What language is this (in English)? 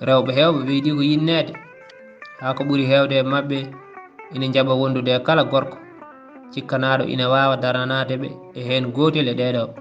Fula